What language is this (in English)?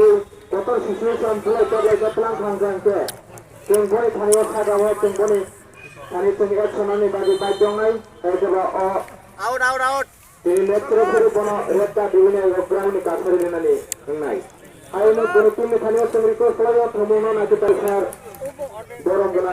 Kok Borok